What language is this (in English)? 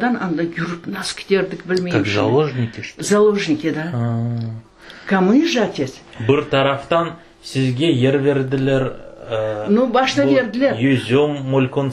Crimean Tatar